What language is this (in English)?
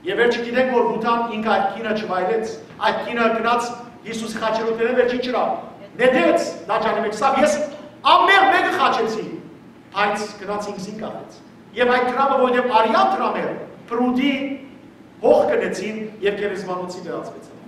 Western Armenian